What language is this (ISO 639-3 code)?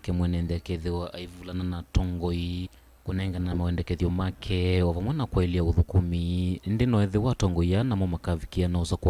kam